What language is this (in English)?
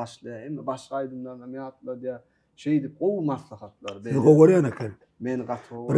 Turkmen